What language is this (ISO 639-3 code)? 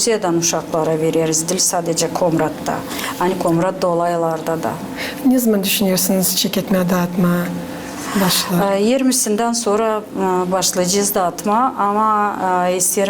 gag